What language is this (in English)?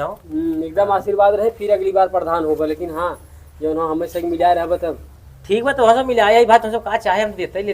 Awadhi